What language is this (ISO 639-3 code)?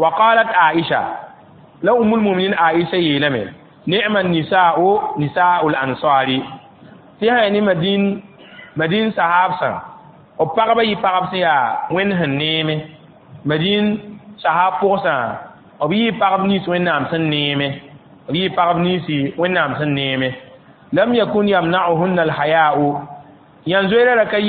mos